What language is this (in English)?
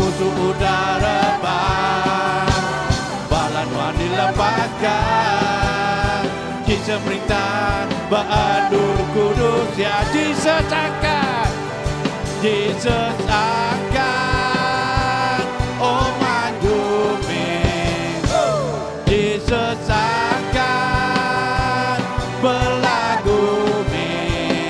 Iban